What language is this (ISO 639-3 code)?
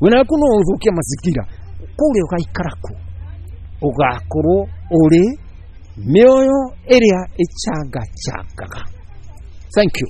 kik